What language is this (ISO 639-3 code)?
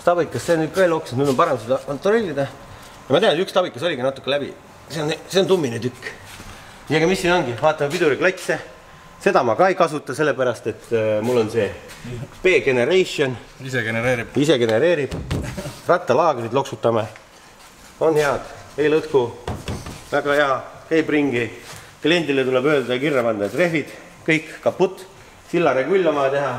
est